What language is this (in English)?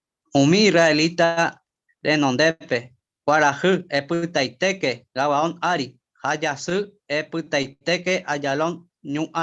Guarani